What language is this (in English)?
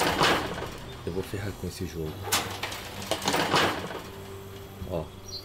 Portuguese